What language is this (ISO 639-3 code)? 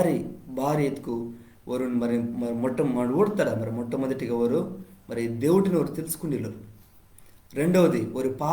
kff